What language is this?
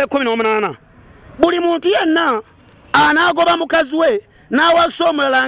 Ganda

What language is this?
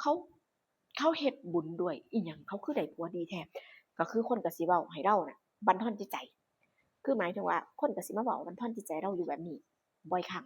Northeastern Thai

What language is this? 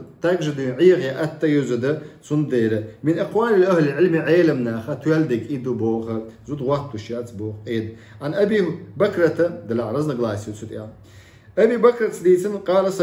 Chechen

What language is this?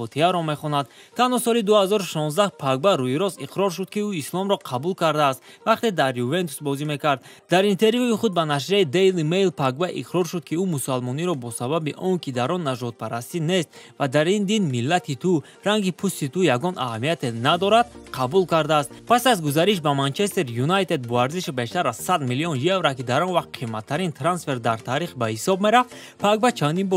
Tajik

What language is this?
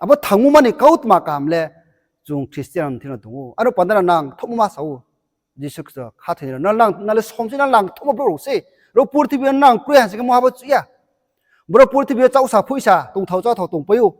Riang (India)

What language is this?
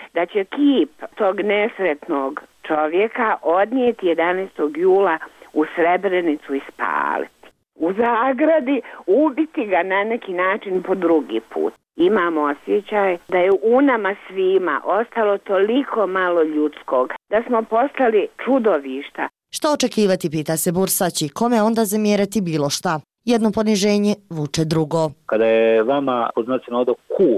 Bosnian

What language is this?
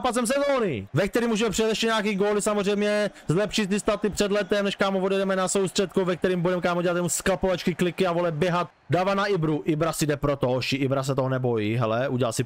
Czech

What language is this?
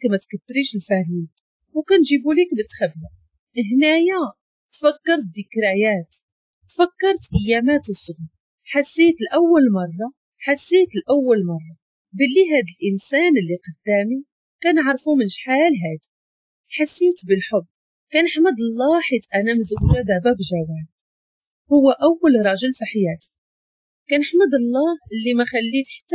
Moroccan Arabic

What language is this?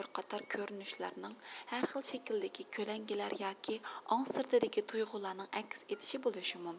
Uyghur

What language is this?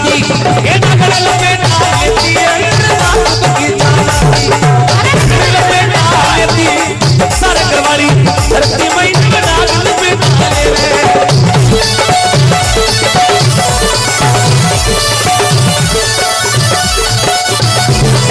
Hindi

